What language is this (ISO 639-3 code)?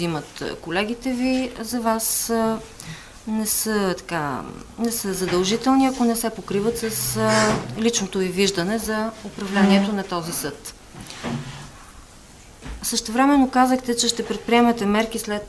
bul